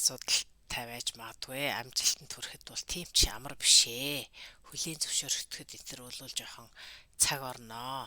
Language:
Mongolian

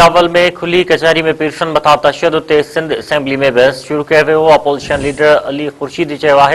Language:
Sindhi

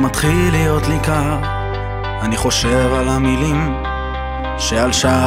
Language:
Hebrew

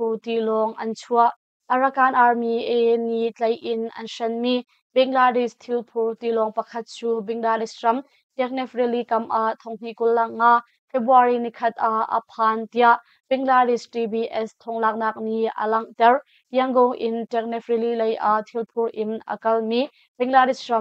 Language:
Hakha Chin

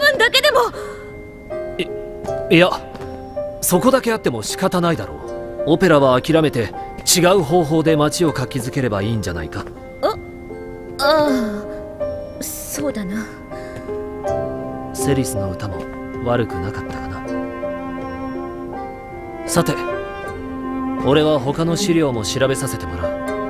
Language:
Japanese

